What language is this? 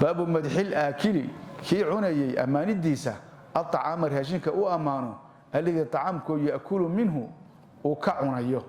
Somali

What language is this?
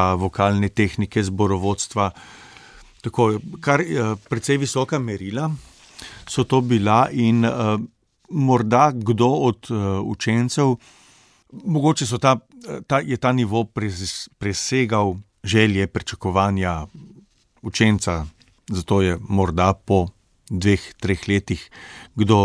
Slovenian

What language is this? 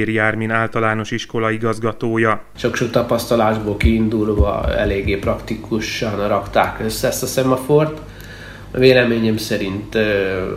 Hungarian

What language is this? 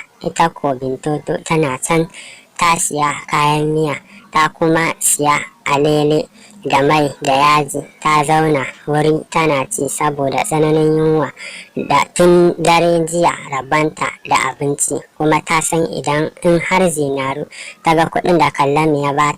Hausa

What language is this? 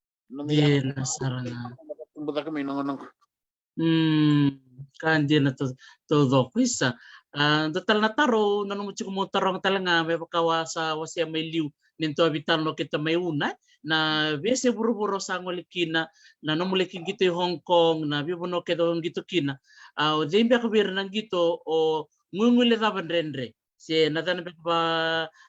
Fijian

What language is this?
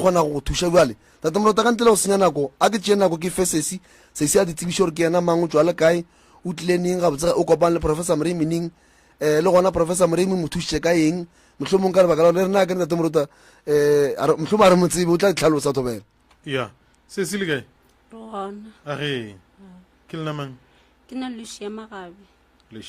Northern Sotho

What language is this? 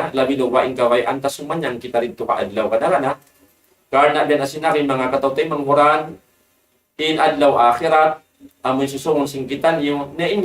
Tausug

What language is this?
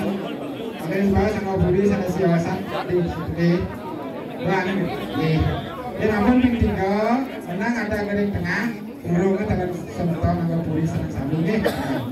Balinese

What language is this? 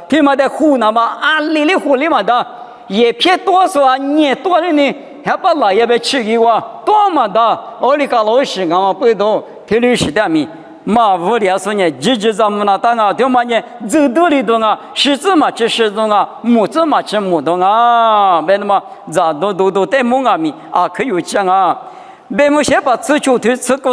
Lisu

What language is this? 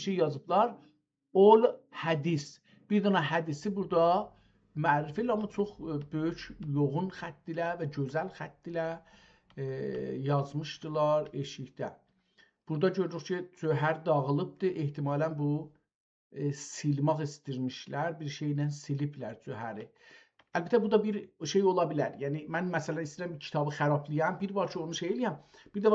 South Azerbaijani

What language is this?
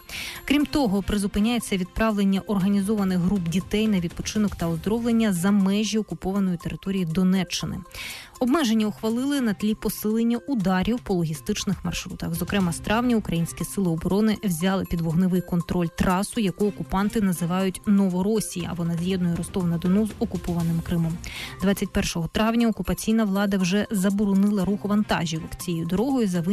Ukrainian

